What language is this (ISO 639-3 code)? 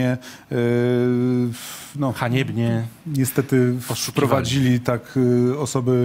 pol